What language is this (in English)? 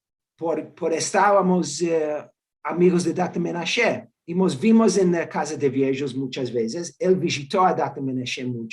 Ladino